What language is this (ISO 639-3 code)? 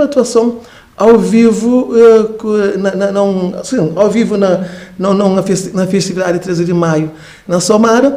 kea